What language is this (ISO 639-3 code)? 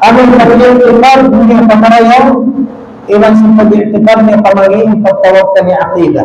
tsg